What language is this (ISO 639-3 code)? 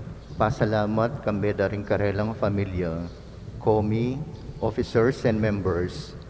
pam